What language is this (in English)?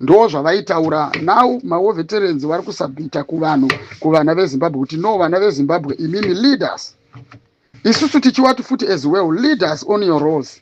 Shona